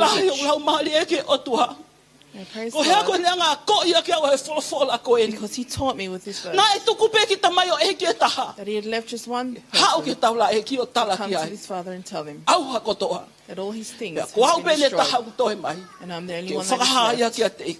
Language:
Tongan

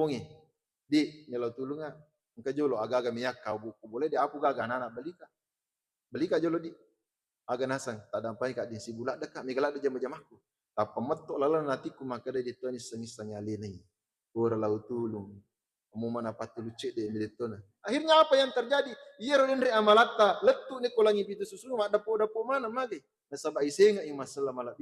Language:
Buginese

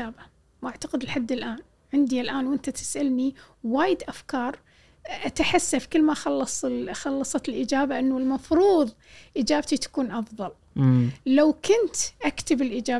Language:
Gulf Arabic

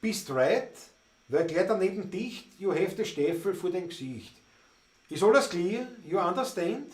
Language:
Bavarian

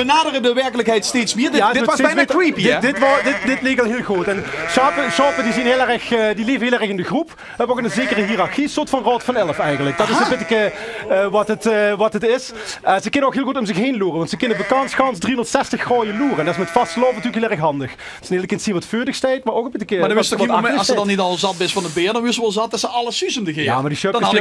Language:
Limburgish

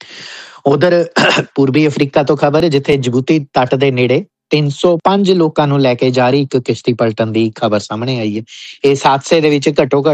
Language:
Punjabi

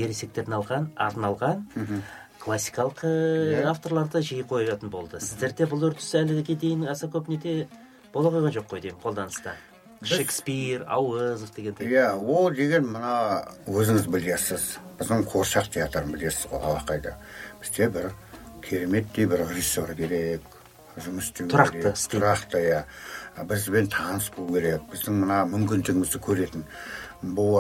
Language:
Kazakh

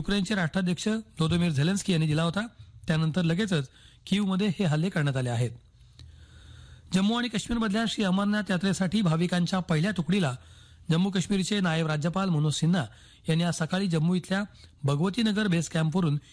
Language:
Marathi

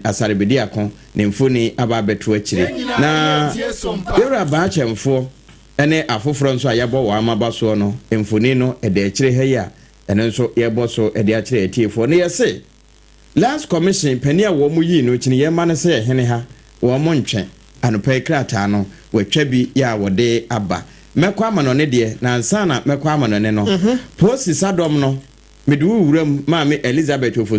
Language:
Akan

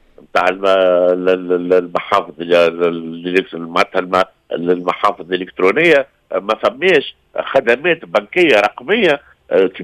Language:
Tunisian Arabic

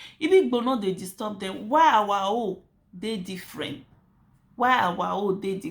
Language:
Nigerian Pidgin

